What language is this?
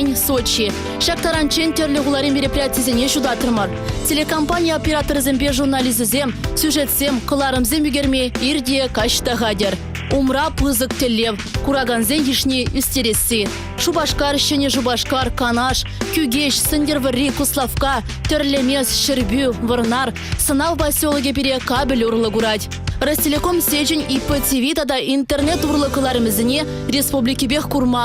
Chuvash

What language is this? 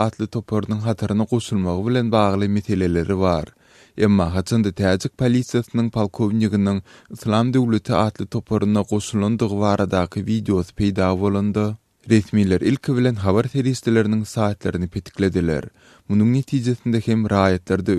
Turkmen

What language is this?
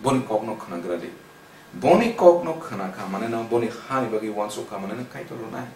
Kok Borok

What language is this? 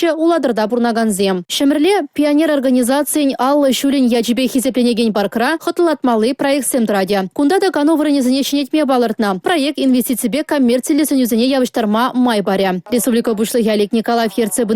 Chuvash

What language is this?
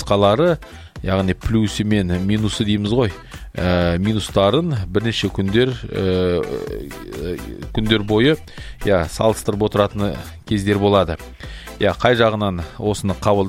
Kazakh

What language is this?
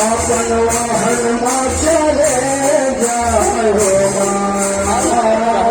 Chhattisgarhi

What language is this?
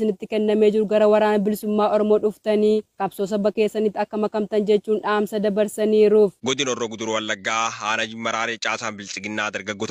Oromo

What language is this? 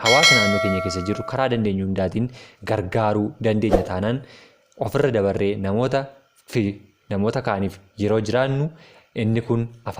Oromo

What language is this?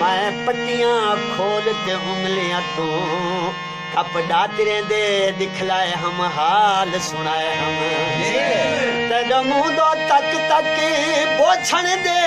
Saraiki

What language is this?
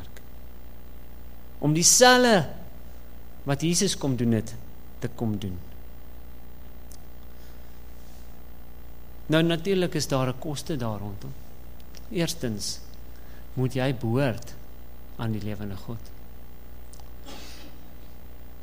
Afrikaans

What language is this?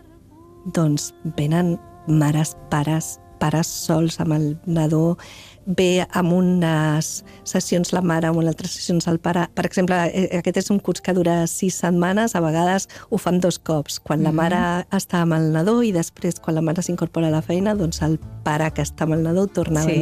Catalan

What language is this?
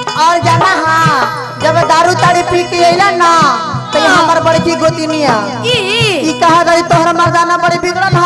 Magahi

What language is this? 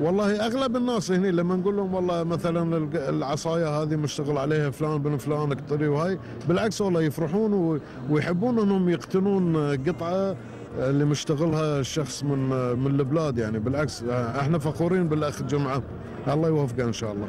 Gulf Arabic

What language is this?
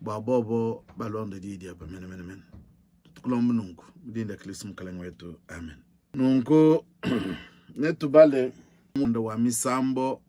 Luba-Lulua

